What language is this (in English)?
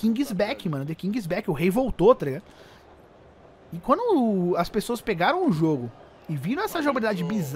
Portuguese